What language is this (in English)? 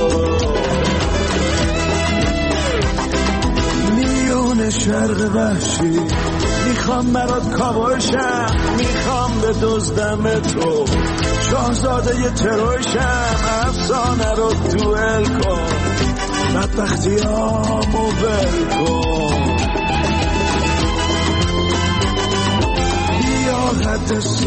Persian